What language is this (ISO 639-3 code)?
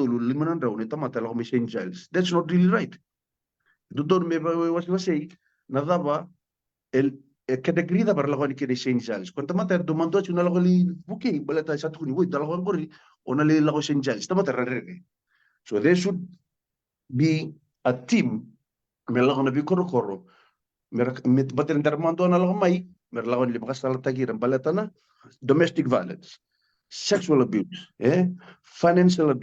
fij